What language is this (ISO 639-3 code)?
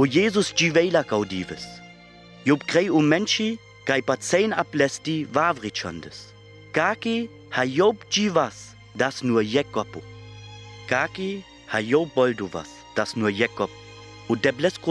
rmo